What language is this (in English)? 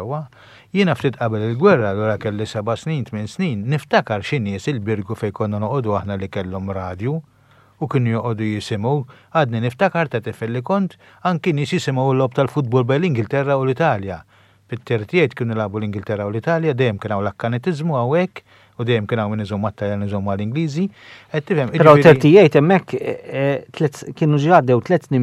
Maltese